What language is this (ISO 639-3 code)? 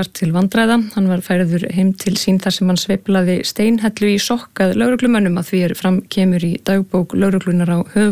isl